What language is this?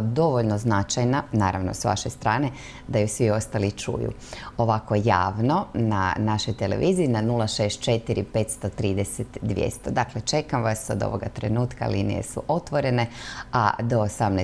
Croatian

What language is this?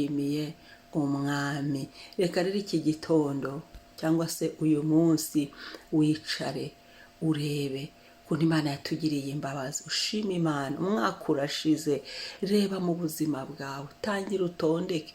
Kinyarwanda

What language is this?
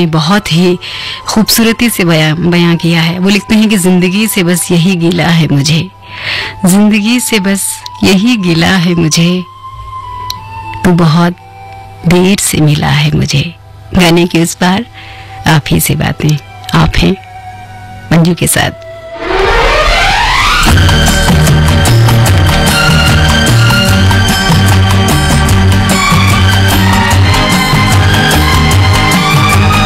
Hindi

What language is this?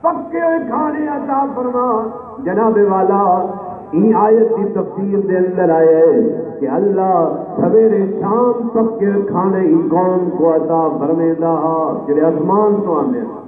Saraiki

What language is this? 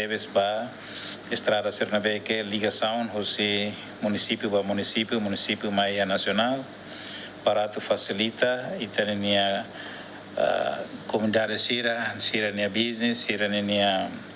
Tetum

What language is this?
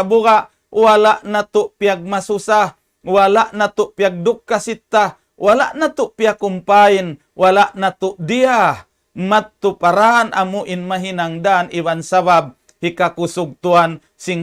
Tausug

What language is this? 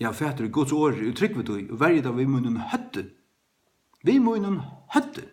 Faroese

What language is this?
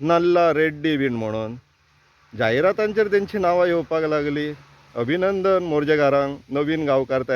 Konkani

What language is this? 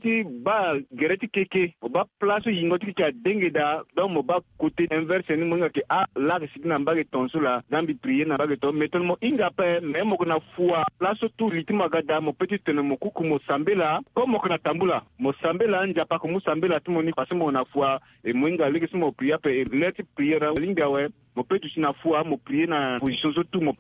Sango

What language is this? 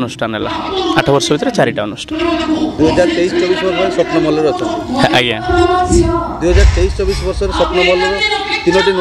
Odia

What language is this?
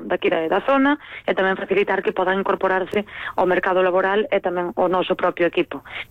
Galician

